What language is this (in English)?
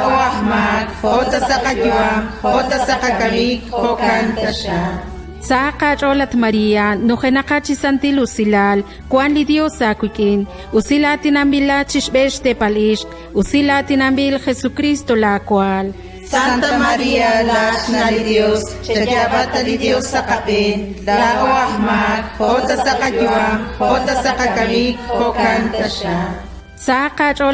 Kekchí